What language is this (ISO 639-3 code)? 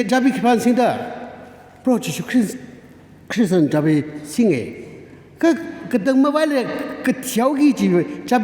nmf